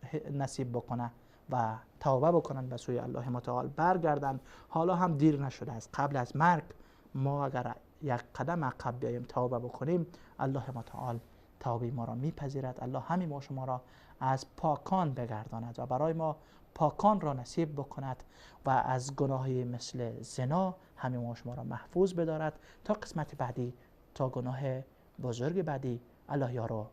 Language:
Persian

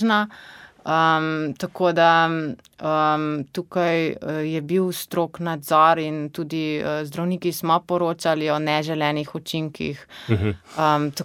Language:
Slovenian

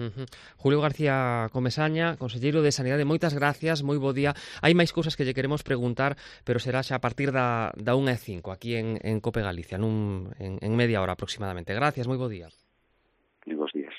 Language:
Galician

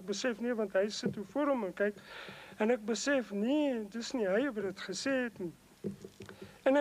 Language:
Afrikaans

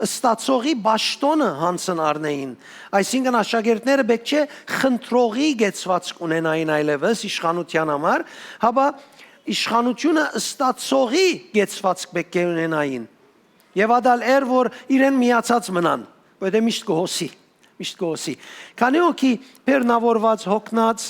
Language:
Western Armenian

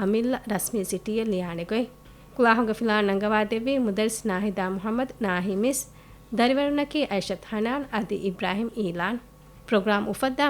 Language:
Divehi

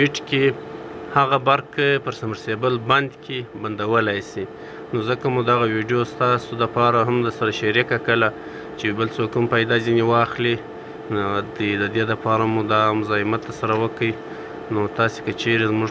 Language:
Pashto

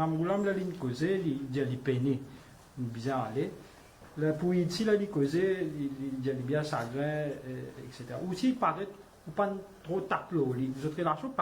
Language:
Morisyen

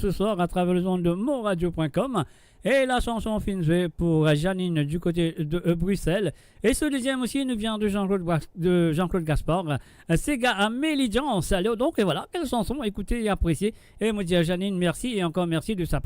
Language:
Morisyen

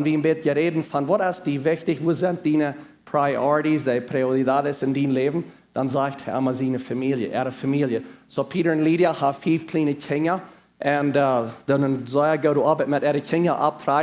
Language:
Plautdietsch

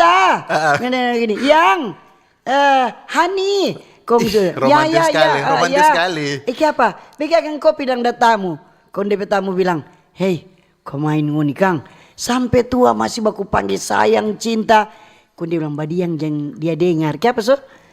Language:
Manado Malay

